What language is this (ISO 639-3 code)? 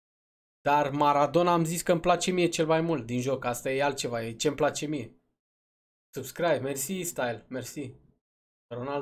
ron